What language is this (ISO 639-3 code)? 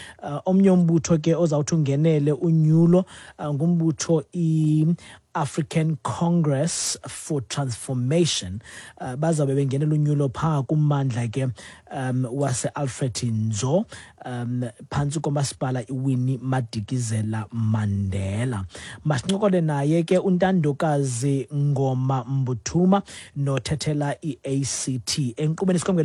xho